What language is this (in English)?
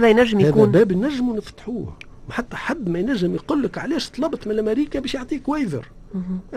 Tunisian Arabic